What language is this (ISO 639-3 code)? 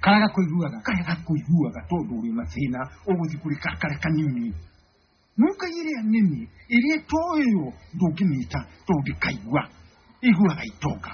kik